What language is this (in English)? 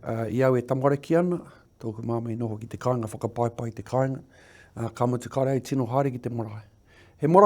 Māori